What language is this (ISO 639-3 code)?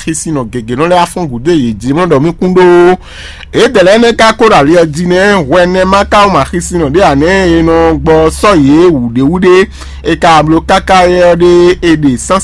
fon